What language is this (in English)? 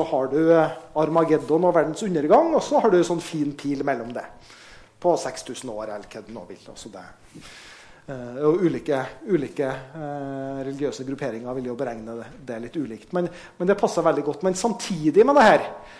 Norwegian